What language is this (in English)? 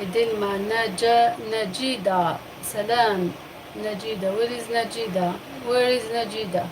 Algerian Arabic